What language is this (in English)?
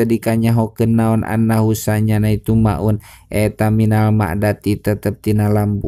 Sundanese